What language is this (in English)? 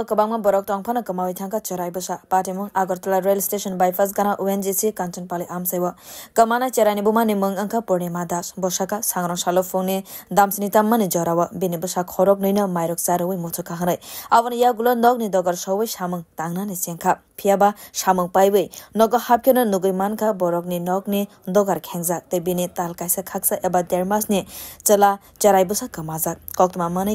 Kok Borok